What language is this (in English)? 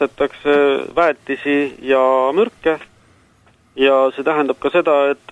Estonian